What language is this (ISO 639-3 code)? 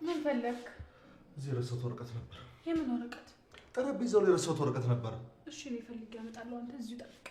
amh